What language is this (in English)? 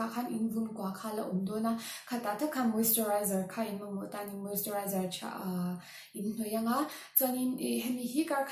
Mizo